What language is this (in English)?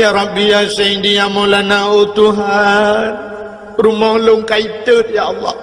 Achinese